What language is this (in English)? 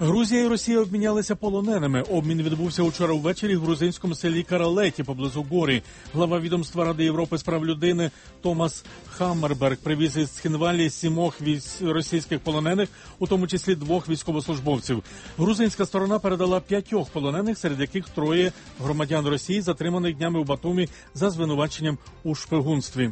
Ukrainian